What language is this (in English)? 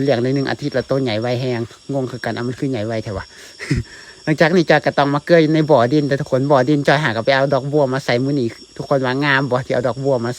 Lao